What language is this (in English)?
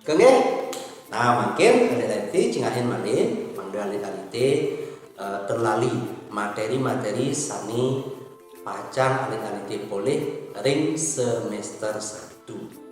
Balinese